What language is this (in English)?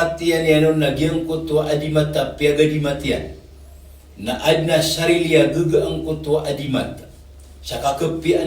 Maranao